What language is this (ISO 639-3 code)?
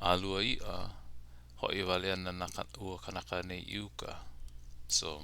haw